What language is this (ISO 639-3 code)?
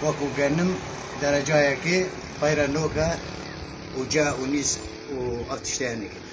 kur